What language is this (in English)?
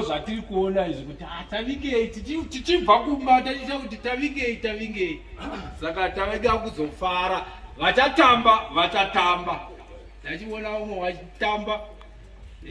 Shona